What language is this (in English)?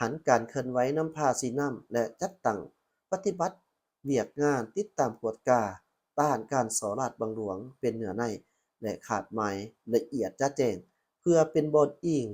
Lao